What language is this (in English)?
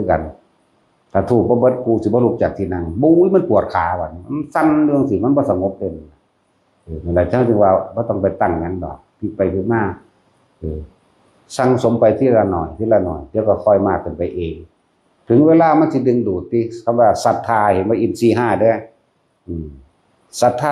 Northeastern Thai